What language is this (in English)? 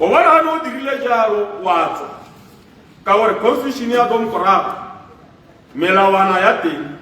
Tswana